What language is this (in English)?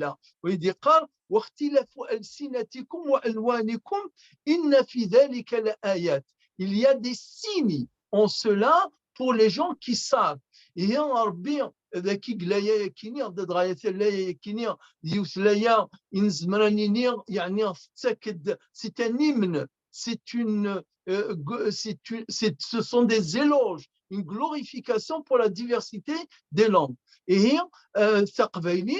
Kabyle